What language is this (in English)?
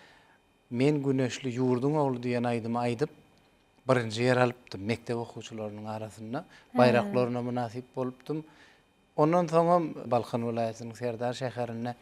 Turkmen